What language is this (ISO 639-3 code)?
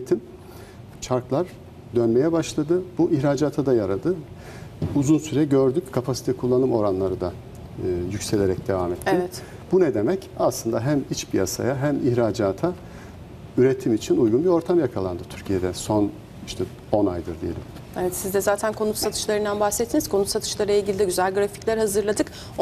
tur